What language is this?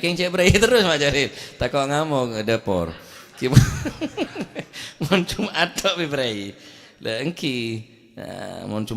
Madurese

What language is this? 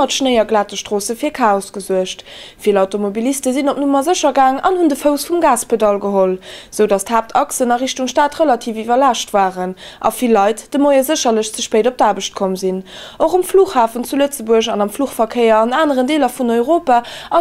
Luxembourgish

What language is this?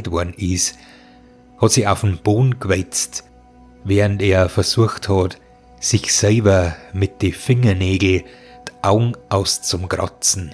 Bavarian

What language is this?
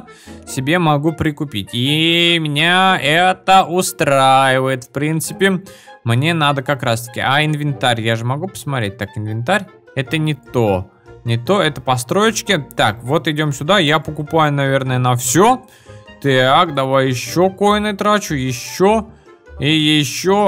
Russian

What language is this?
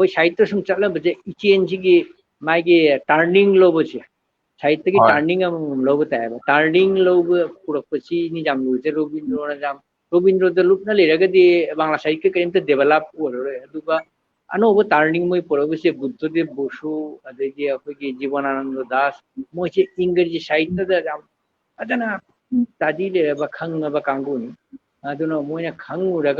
Manipuri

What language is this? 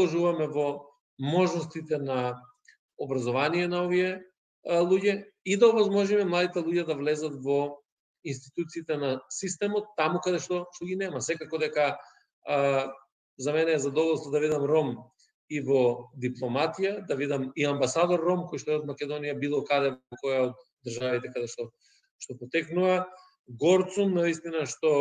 Macedonian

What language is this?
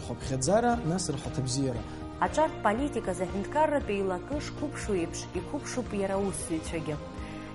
Abkhazian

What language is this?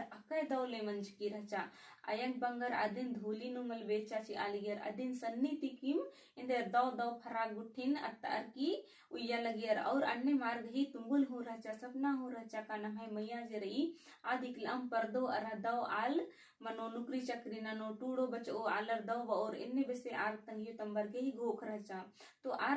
Kurukh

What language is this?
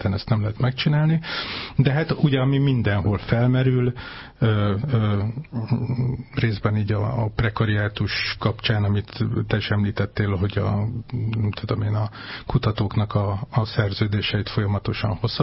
Hungarian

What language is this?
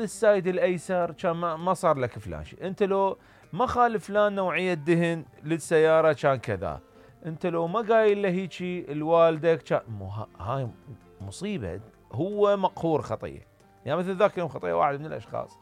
Mesopotamian Arabic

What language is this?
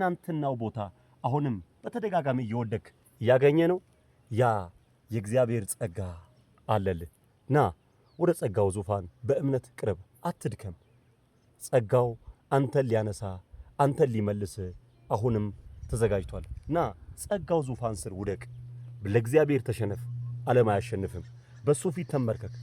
Amharic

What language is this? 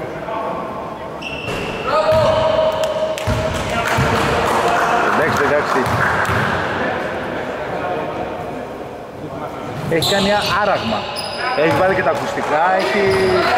Greek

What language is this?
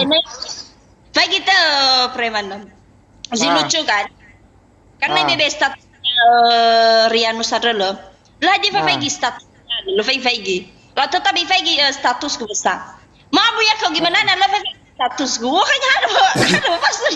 Nias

